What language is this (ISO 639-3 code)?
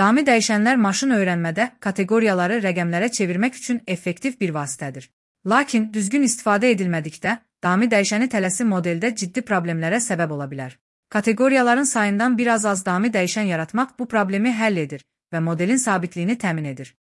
aze